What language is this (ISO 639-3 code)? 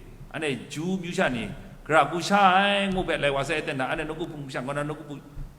kac